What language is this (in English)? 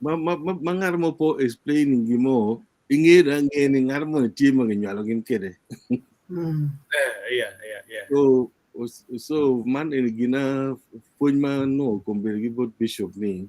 Acoli